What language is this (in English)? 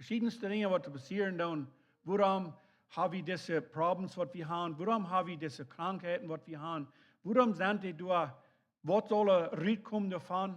Plautdietsch